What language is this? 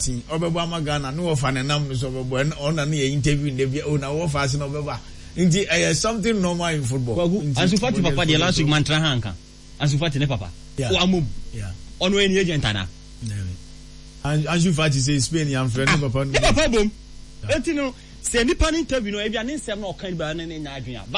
Akan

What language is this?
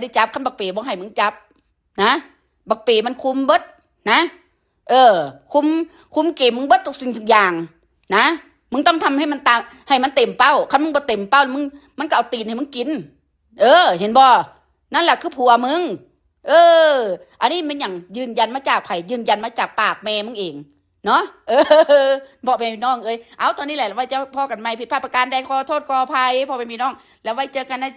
Northeastern Thai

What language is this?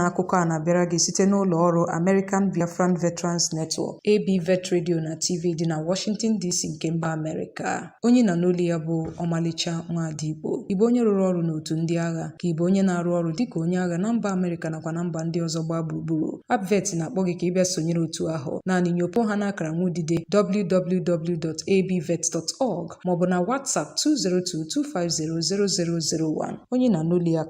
Igbo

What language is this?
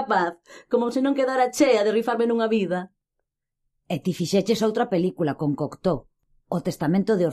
Galician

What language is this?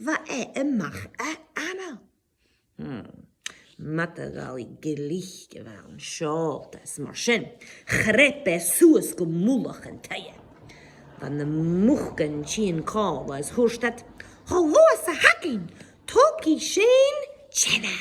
Scottish Gaelic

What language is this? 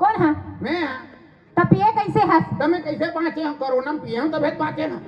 Chhattisgarhi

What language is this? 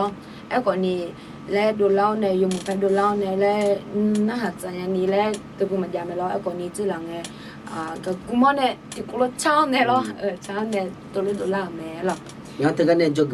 Akha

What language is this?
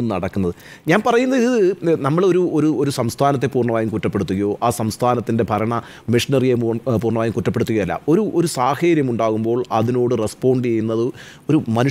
Malayalam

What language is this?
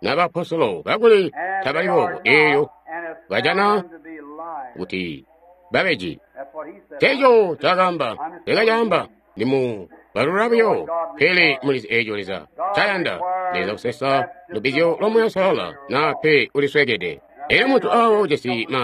Tonga (Zambia)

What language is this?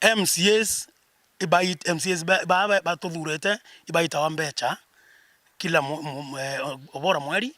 Meru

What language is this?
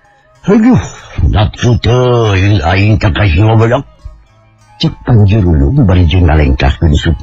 Sundanese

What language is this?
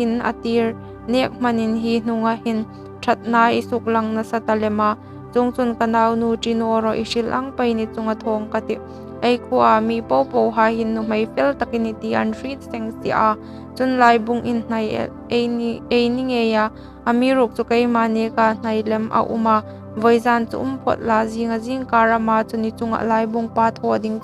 Hmar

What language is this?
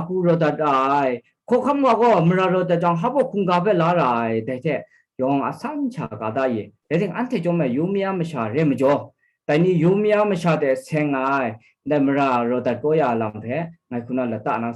Kachin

